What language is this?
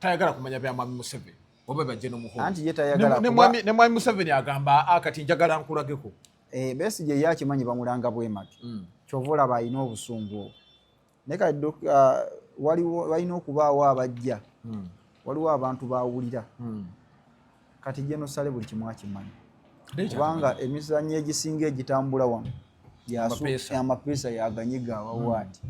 Ganda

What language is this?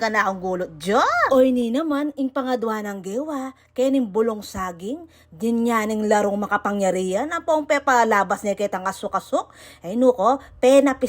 Pampanga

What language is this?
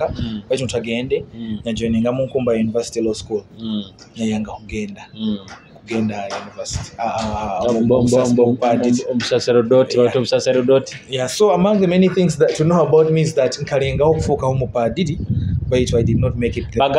Nyoro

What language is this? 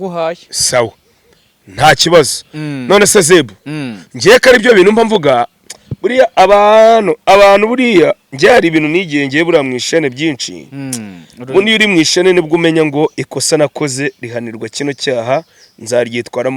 Kinyarwanda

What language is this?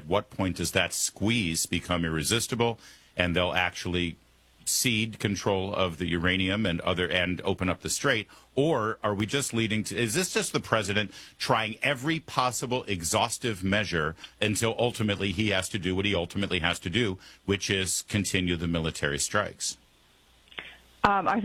English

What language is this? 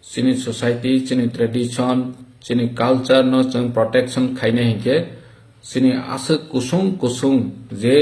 Kok Borok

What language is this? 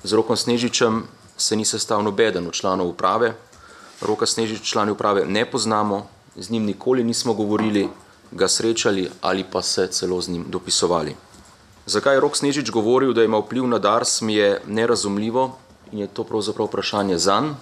Slovenian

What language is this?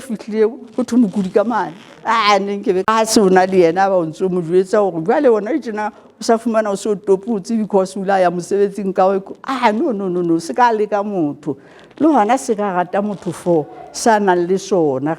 Southern Sotho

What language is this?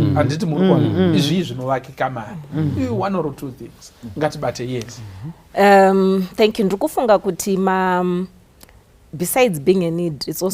Shona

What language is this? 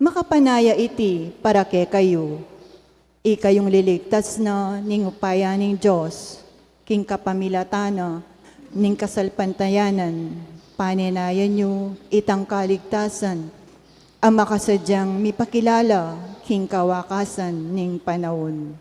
Pampanga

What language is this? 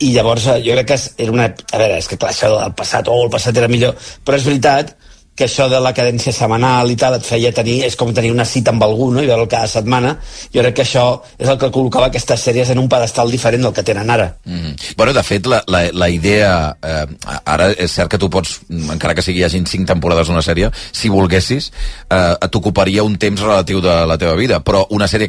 Catalan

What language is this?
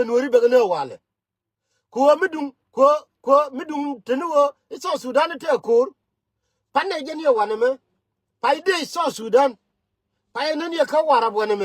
Nuer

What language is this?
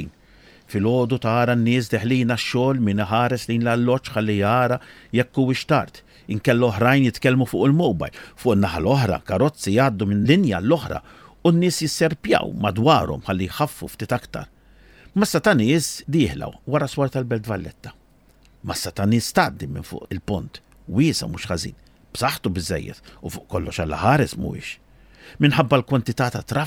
Maltese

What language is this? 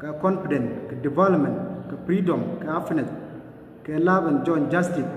Nuer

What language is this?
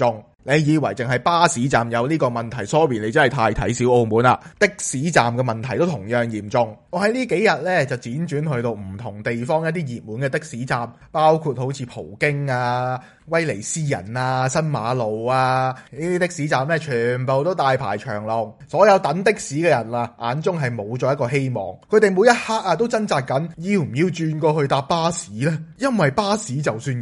Cantonese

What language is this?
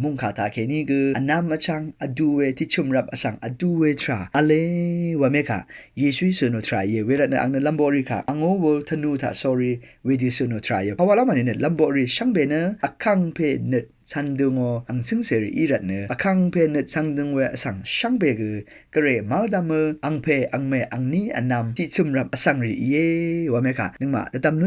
Rawang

